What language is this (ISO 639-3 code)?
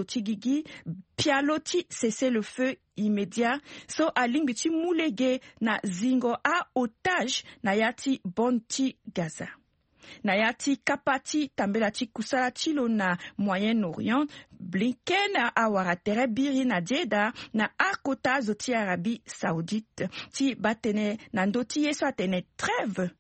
sag